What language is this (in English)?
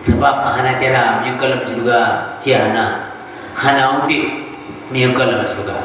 Achinese